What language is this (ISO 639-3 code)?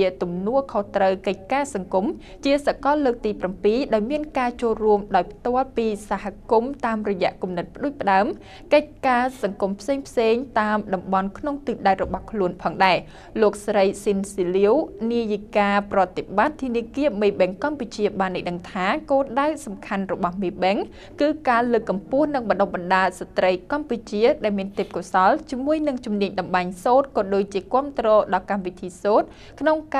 khm